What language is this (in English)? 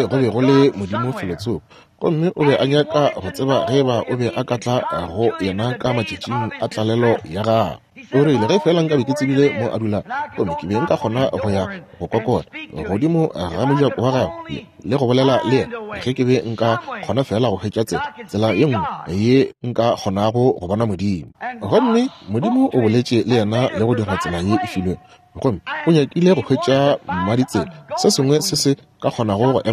Northern Sotho